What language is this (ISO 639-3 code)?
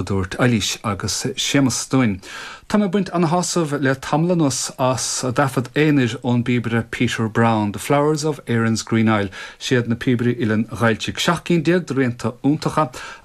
gle